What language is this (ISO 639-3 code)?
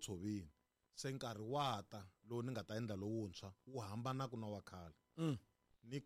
tso